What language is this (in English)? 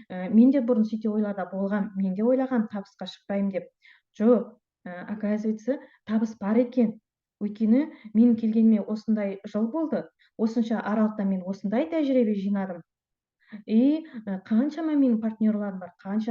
Kazakh